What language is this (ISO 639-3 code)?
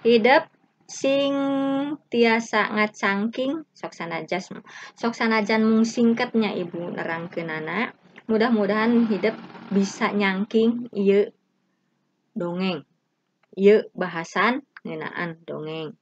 sun